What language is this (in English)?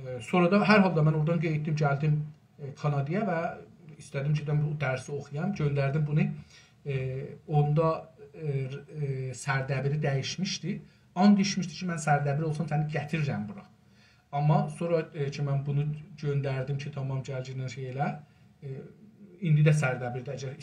South Azerbaijani